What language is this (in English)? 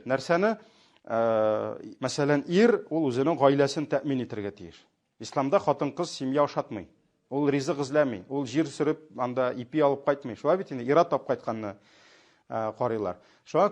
Tatar